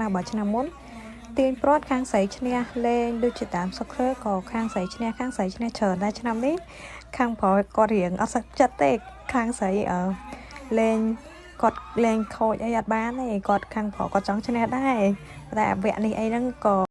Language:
Khmer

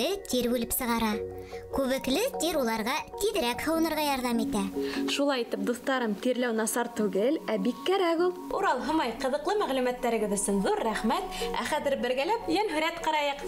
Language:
Bashkir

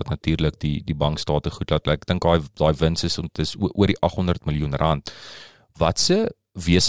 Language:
Afrikaans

